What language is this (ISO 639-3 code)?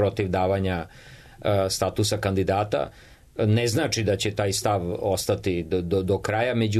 srp